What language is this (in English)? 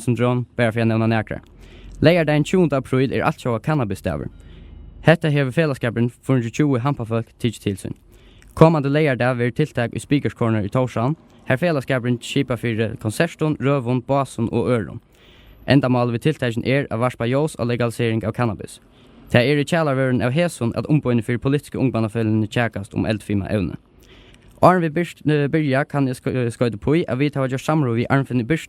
Faroese